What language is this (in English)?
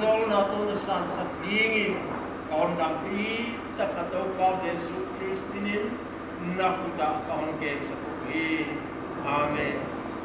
Paite Chin